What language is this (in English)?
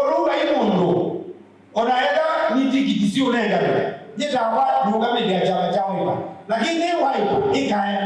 Kamba